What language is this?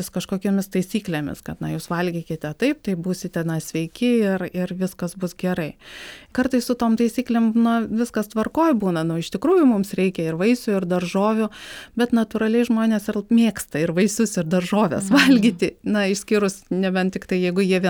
Lithuanian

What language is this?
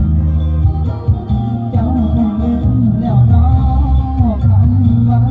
Lao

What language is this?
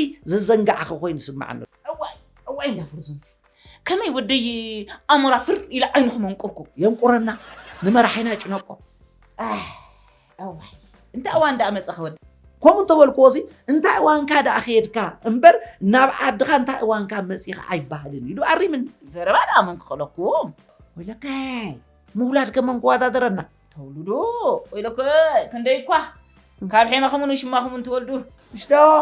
Tigrinya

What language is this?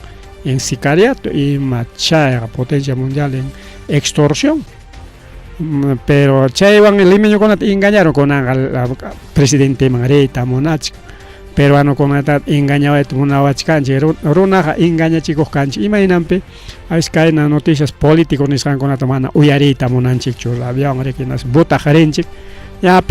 Ayacucho Quechua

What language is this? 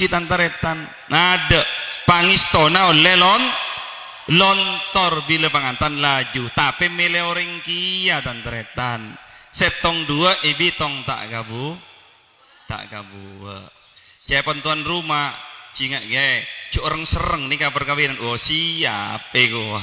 Madurese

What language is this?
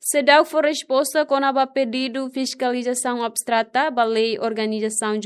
Tetum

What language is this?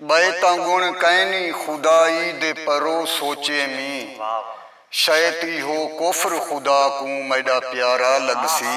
Saraiki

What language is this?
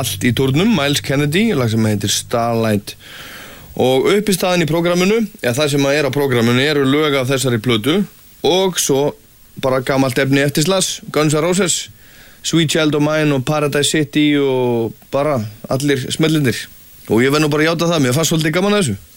Icelandic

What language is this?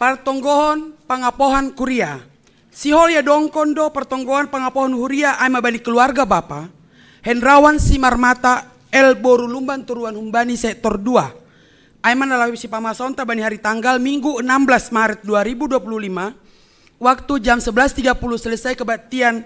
Batak Simalungun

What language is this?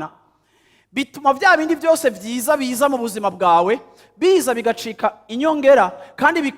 Rundi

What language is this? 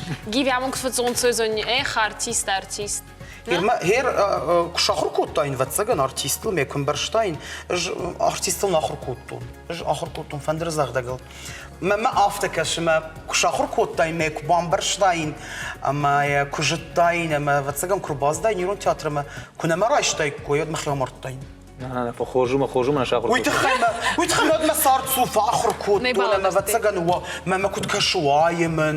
Ossetic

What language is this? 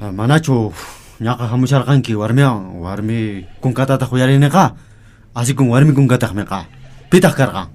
Quechua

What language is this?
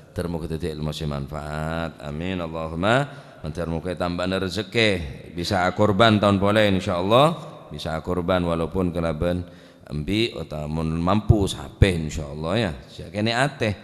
Madurese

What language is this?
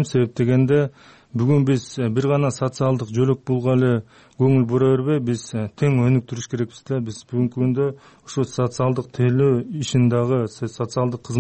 Kyrgyz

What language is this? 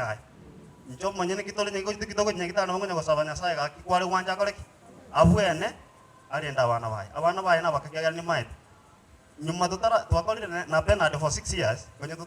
Gusii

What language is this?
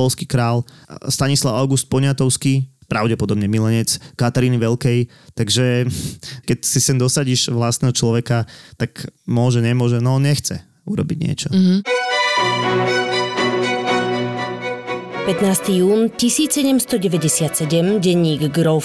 Slovak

